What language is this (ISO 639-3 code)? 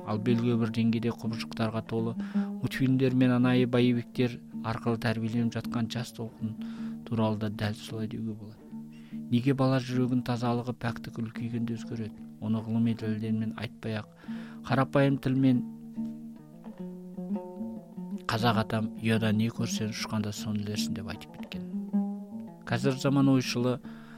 kaz